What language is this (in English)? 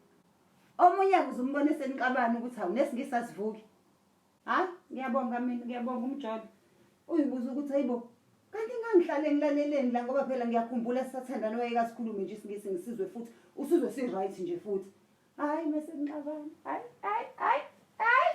Zulu